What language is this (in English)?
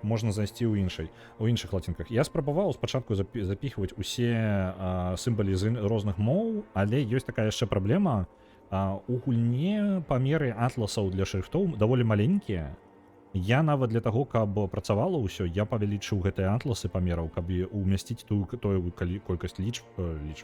Belarusian